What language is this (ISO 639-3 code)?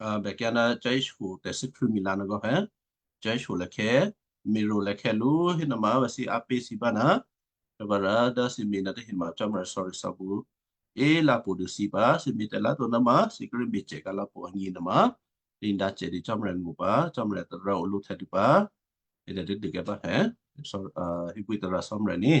kyu